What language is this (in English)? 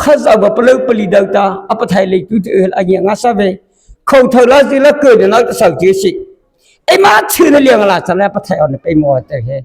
Mara Chin